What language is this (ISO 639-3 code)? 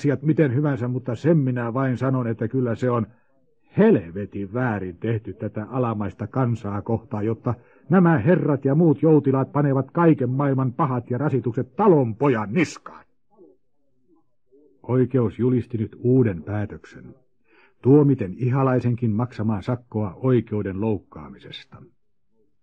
fin